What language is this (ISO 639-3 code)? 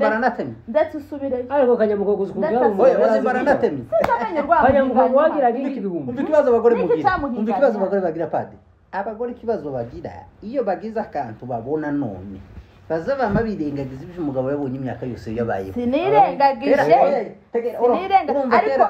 kin